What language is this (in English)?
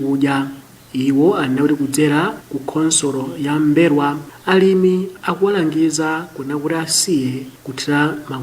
Nyanja